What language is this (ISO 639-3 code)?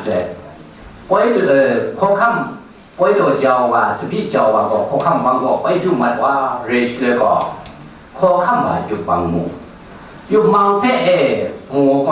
kac